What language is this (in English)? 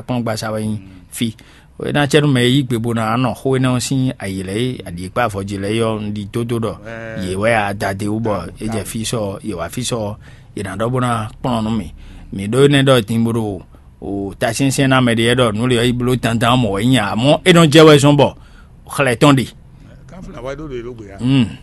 Fon